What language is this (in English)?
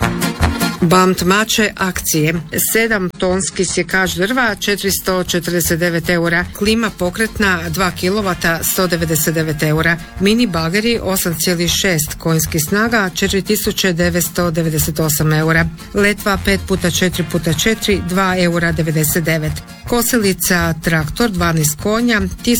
Croatian